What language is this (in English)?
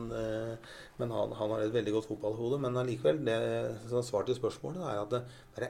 Norwegian